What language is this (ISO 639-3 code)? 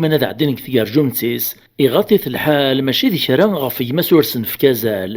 kab